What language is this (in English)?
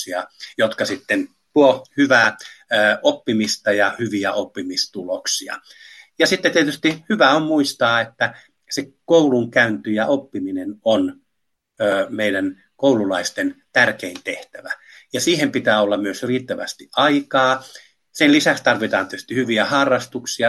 Finnish